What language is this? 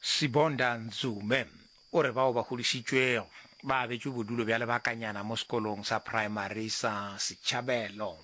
Northern Sotho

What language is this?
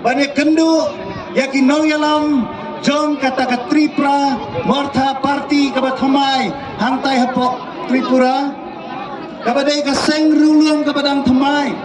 Khasi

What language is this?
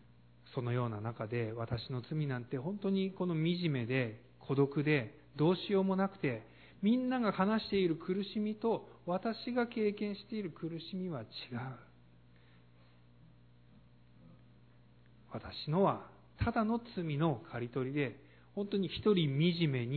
Japanese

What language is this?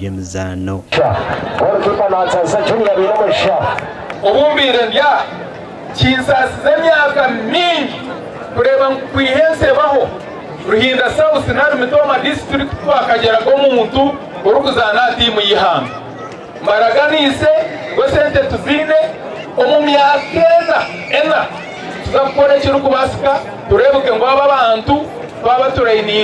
Nyankole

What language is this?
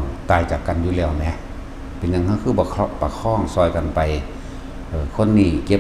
Northeastern Thai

